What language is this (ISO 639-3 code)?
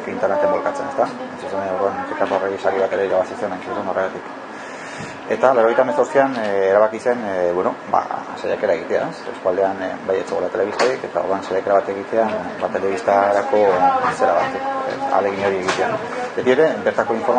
eus